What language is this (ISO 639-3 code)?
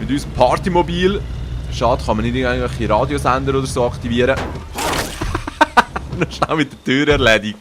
gsw